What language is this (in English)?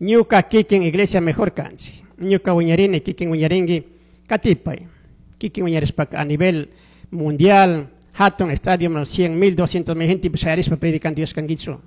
Chimborazo Highland Quichua